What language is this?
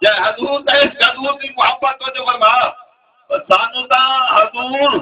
Saraiki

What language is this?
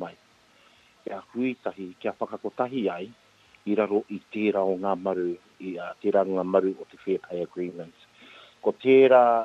Māori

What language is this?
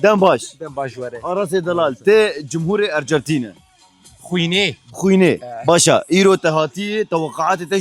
Kurdish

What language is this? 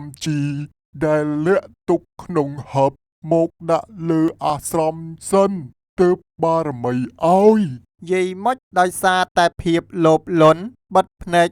Khmer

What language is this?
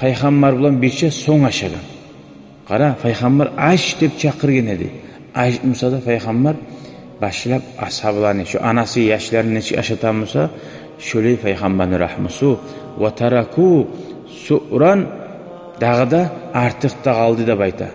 Kumyk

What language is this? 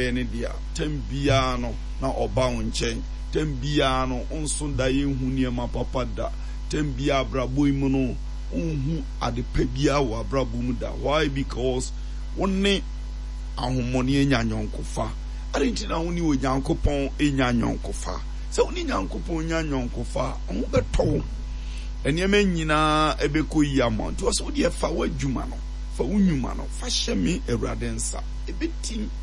Akan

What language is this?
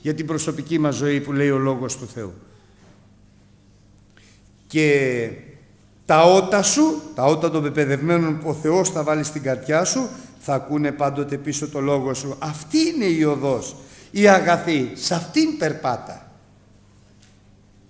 Greek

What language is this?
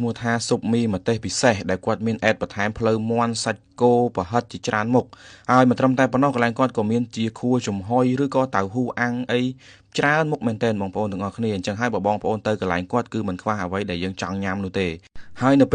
Khmer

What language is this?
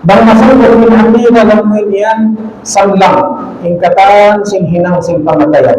Tausug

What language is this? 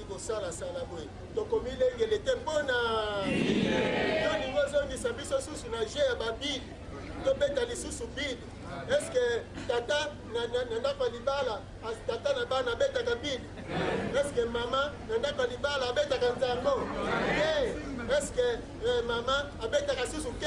Lingala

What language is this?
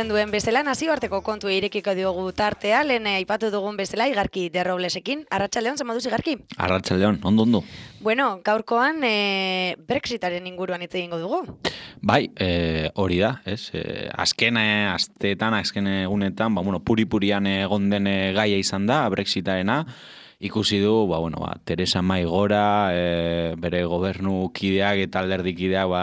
Basque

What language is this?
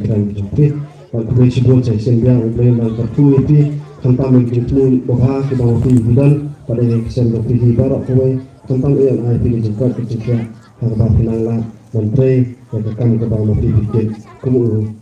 Khasi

